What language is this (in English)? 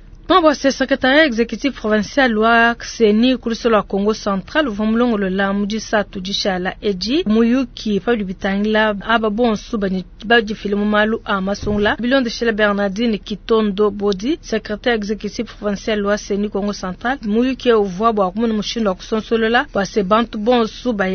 Luba-Lulua